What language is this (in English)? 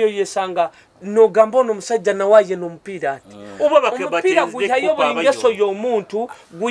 Nyoro